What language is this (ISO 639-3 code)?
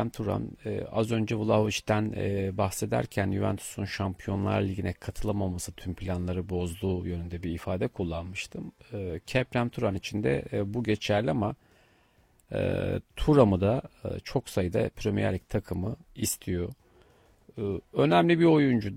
tur